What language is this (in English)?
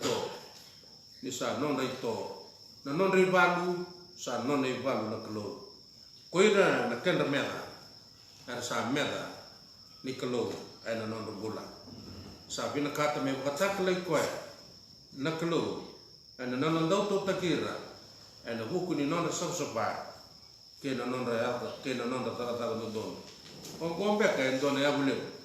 Fijian